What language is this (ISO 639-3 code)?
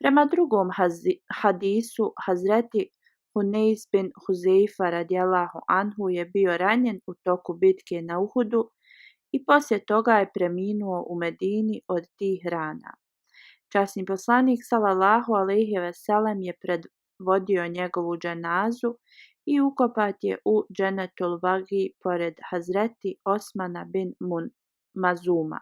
bos